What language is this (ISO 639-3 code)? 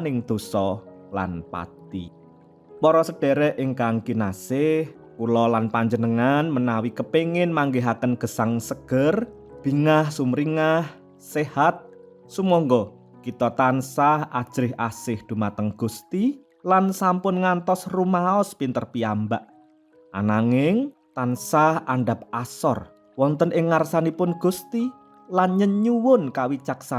jav